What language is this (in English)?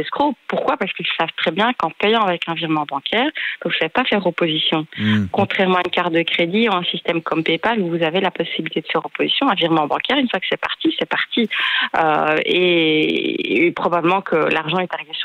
French